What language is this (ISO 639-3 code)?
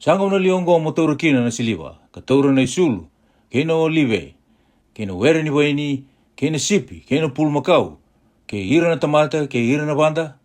fij